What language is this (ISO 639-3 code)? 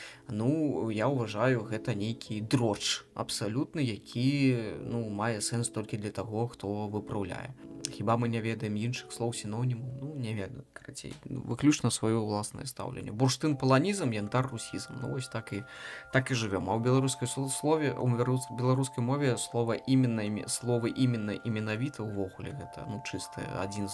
bel